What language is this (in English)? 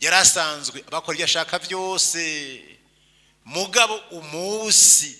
Rundi